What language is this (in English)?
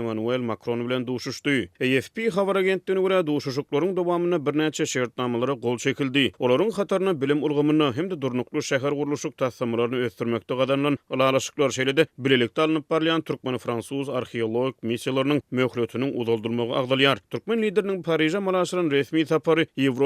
Turkmen